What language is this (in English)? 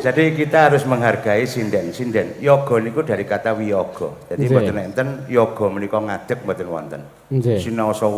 Javanese